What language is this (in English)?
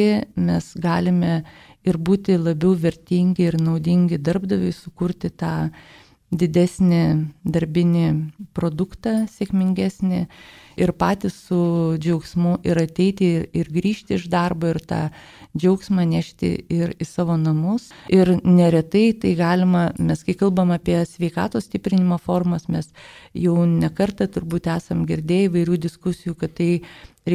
Lithuanian